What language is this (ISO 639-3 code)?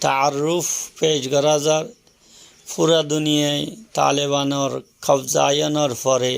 rhg